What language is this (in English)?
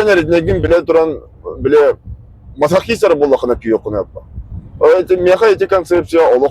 Yakut